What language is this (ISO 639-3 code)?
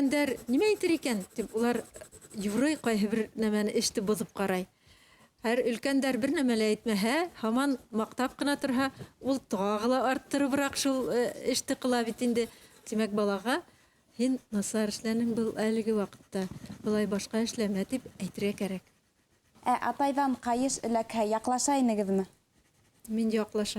bak